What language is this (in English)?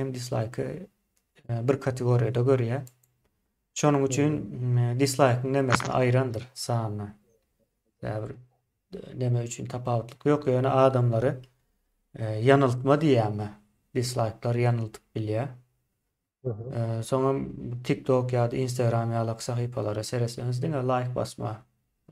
Turkmen